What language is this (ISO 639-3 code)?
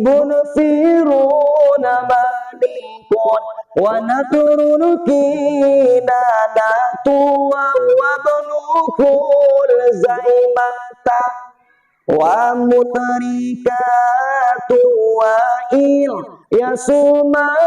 min